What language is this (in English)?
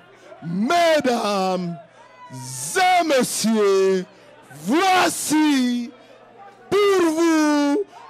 Swahili